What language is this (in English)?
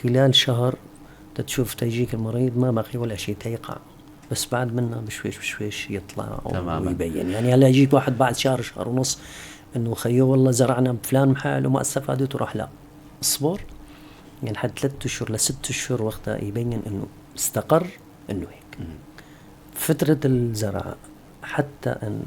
North Levantine Arabic